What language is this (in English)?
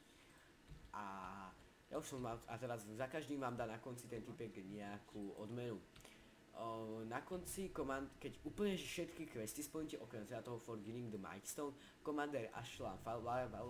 Slovak